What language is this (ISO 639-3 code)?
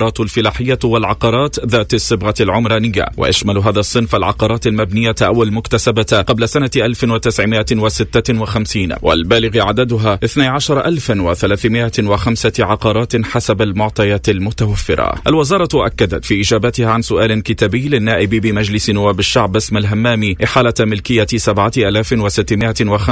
aeb